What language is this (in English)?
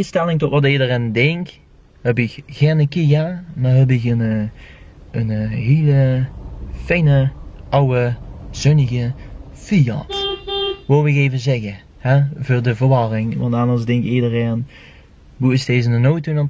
Limburgish